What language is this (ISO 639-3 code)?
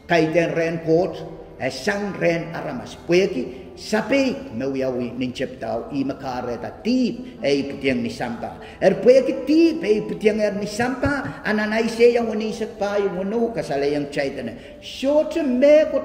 pon